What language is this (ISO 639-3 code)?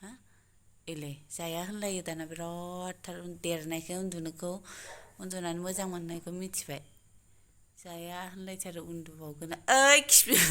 brx